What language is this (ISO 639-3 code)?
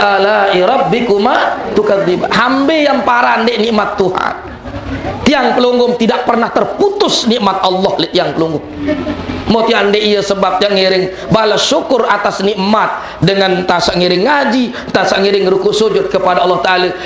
sas